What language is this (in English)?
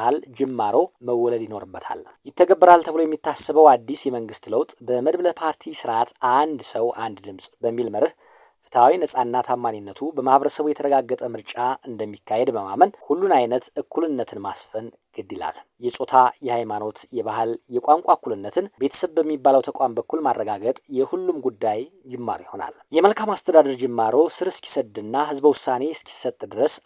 Amharic